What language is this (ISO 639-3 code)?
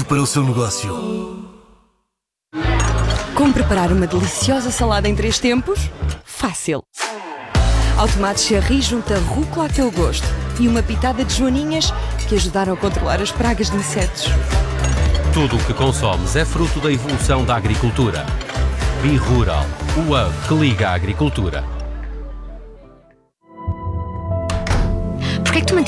por